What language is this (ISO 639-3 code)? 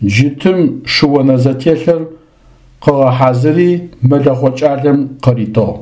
ady